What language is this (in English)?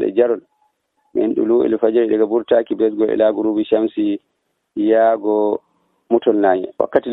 Nigerian Fulfulde